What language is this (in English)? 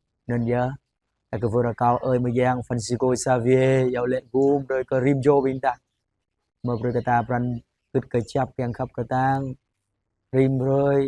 Jarai